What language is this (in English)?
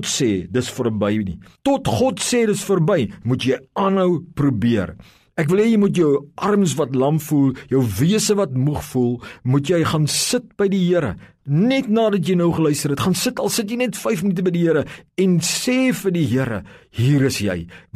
Afrikaans